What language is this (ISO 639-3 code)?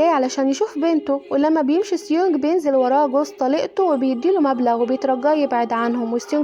arz